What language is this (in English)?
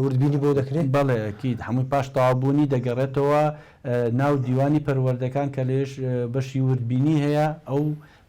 Central Kurdish